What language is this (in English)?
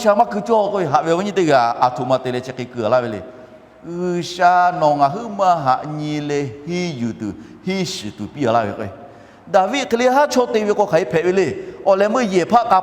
Lahu